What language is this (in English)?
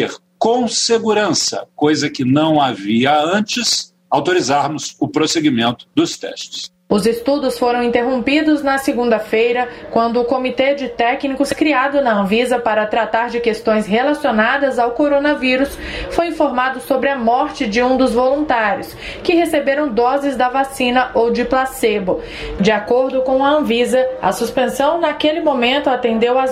Portuguese